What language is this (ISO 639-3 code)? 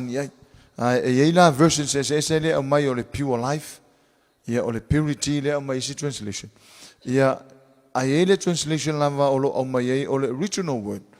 smo